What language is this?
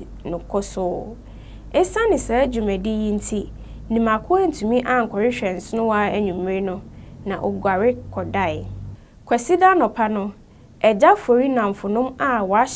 Akan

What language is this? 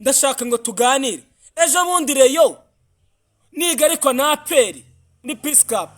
Kinyarwanda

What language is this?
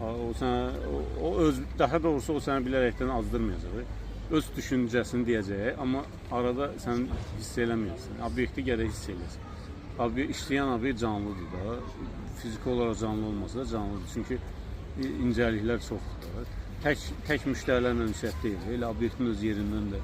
Azerbaijani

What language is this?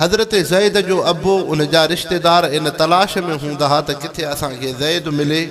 Sindhi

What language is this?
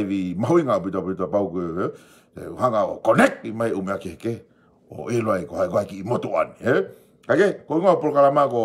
Tongan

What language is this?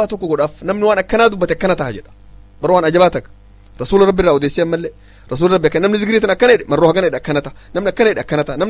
Oromo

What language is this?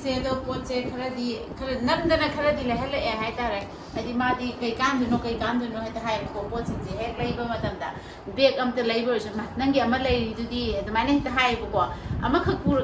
Manipuri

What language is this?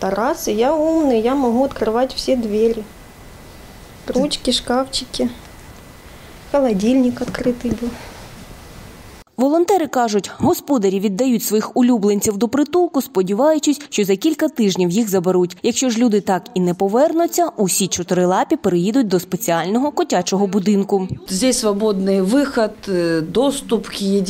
Ukrainian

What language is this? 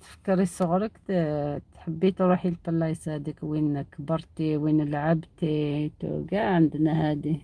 Algerian Arabic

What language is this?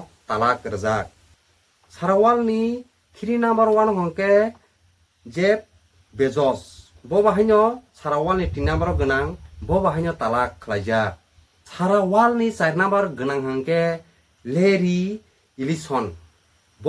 Kok Borok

